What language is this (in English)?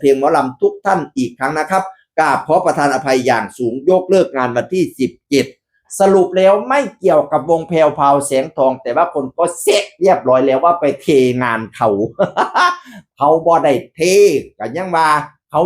Northeastern Thai